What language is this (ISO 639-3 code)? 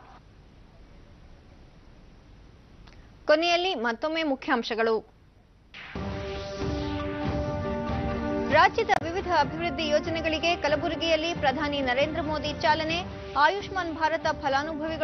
kan